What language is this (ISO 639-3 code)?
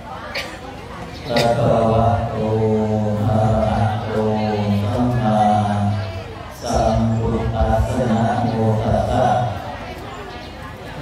tha